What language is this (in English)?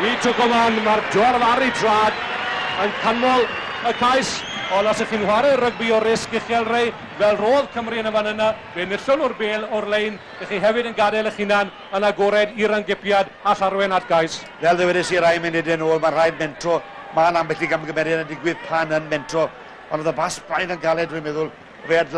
Welsh